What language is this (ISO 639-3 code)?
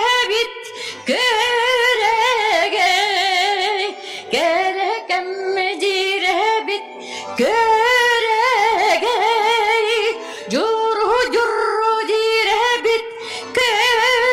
sah